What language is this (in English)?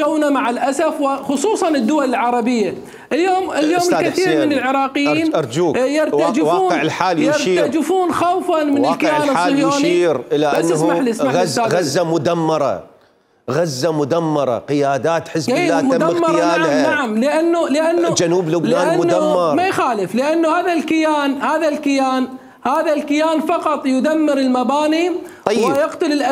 Mesopotamian Arabic